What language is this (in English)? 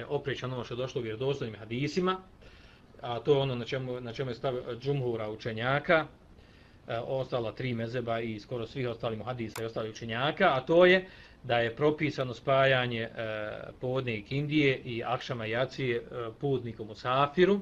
Bosnian